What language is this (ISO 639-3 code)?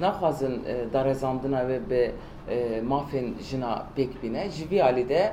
kur